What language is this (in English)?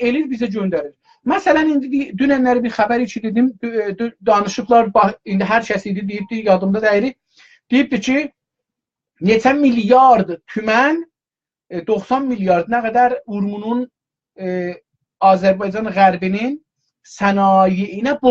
South Azerbaijani